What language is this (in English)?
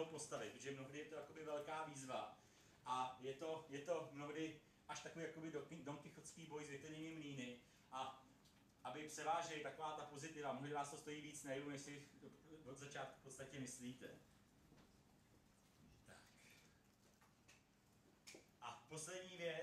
Czech